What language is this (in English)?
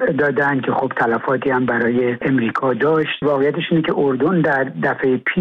Persian